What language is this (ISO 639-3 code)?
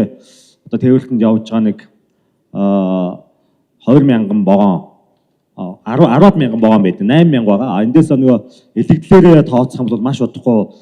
mon